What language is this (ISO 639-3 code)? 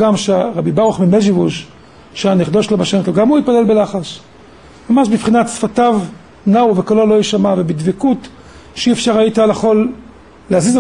heb